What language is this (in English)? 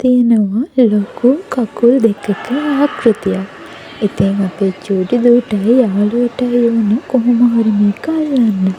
Sinhala